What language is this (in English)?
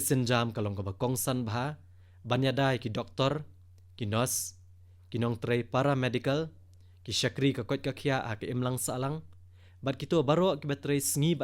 Khasi